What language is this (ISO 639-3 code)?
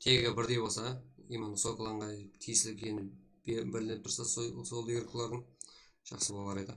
kaa